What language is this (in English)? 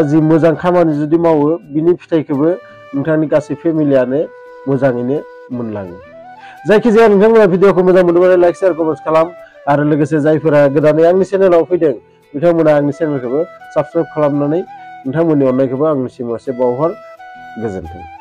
Bodo